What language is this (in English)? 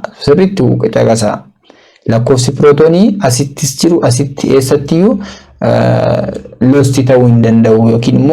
Oromo